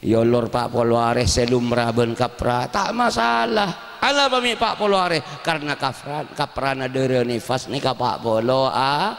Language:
Madurese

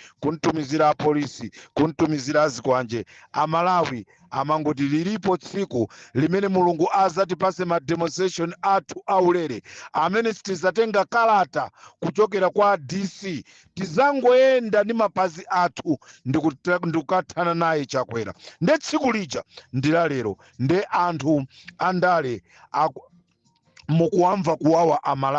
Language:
Nyanja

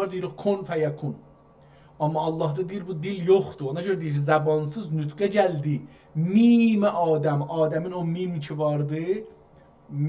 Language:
South Azerbaijani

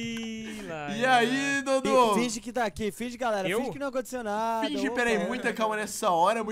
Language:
Portuguese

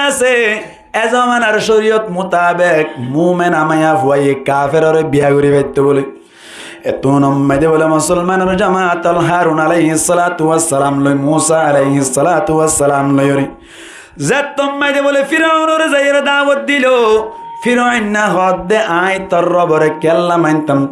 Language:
Rohingya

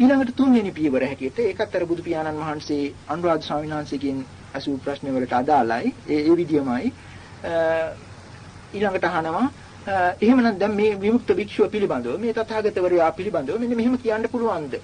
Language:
Sinhala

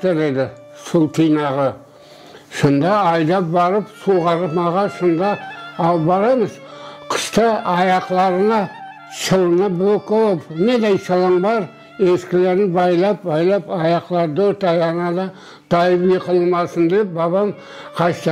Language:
Crimean Tatar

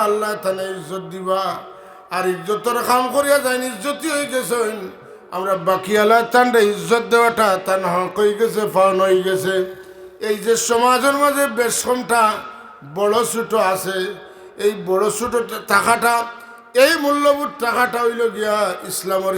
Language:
Sylheti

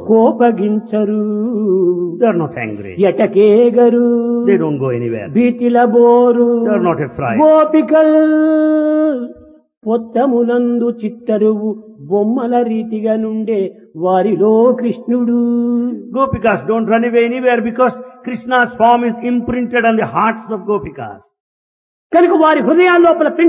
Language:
Telugu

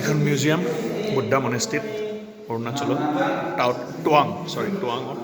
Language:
Assamese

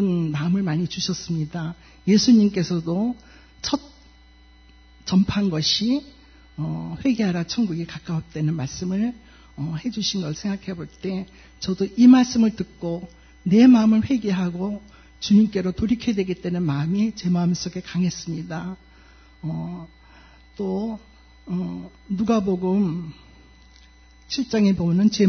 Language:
Korean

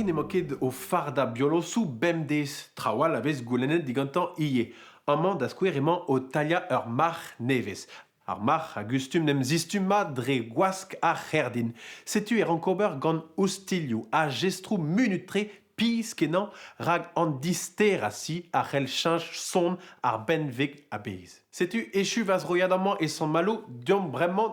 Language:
Breton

